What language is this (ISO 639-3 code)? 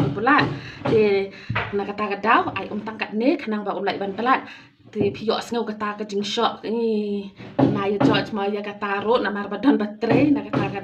kha